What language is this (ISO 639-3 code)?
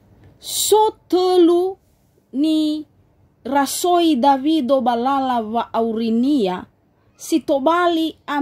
nia